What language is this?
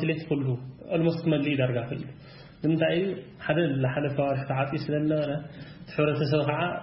Tigrinya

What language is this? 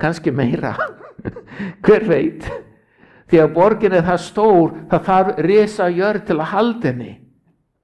Icelandic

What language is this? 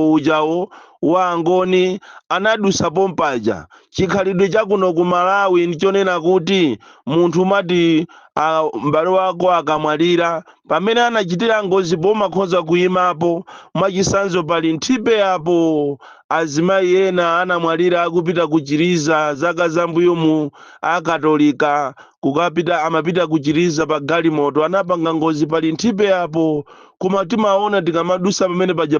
Nyanja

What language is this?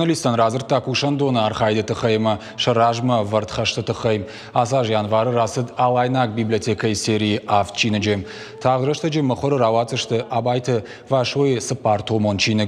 Ossetic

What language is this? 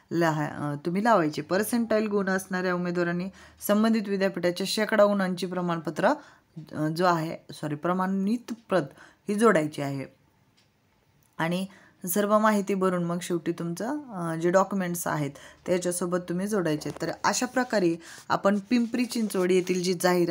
Marathi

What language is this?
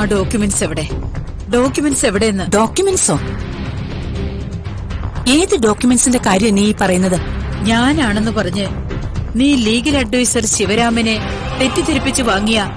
Malayalam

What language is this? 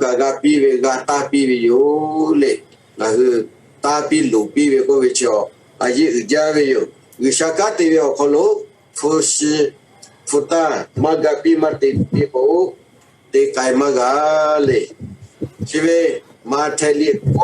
Lahu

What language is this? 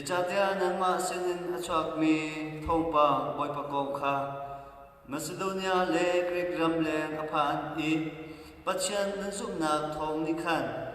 Hakha Chin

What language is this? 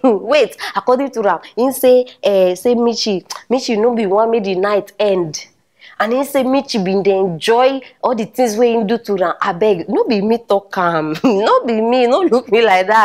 Nigerian Pidgin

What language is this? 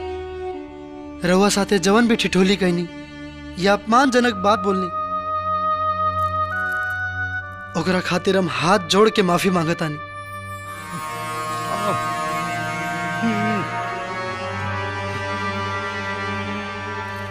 Bhojpuri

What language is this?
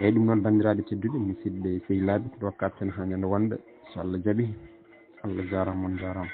Fula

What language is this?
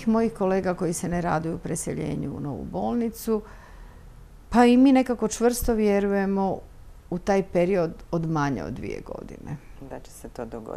Croatian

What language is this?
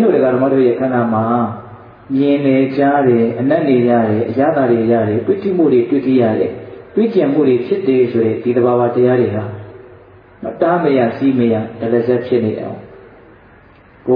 Burmese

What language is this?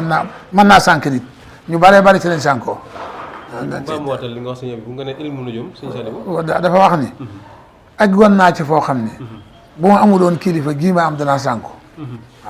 Wolof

